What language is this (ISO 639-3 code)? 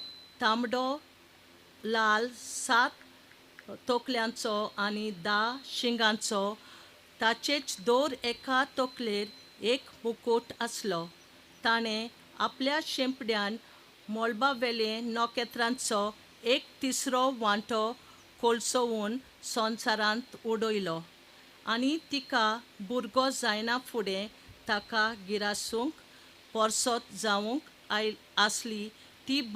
kok